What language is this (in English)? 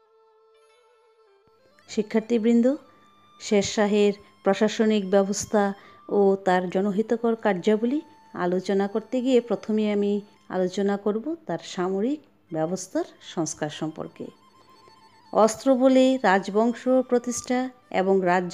Bangla